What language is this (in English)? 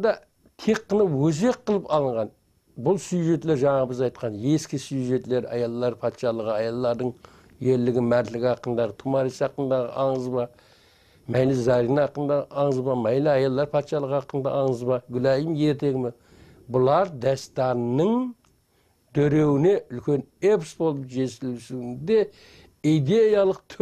Kara-Kalpak